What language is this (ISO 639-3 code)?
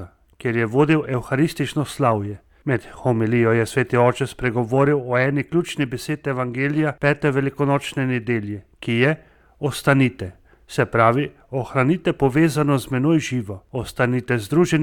slv